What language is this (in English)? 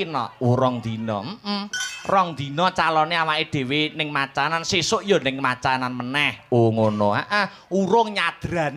Javanese